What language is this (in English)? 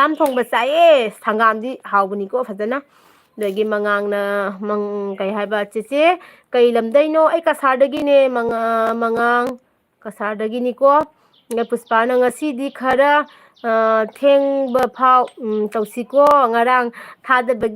Manipuri